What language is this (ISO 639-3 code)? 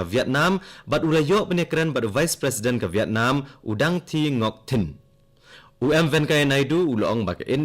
kha